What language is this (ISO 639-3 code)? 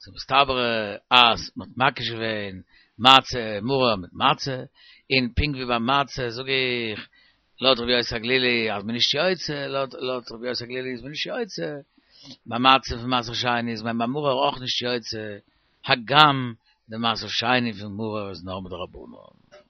yid